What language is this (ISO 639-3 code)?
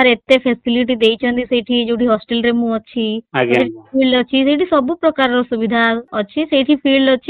ori